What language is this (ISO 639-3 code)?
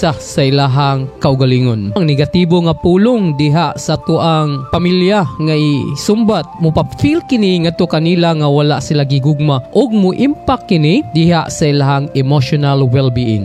ceb